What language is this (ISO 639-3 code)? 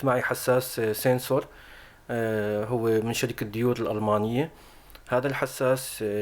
apc